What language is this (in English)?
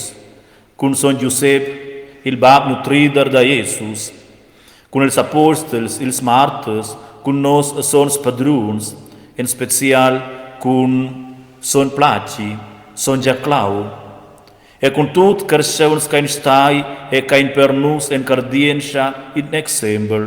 Romansh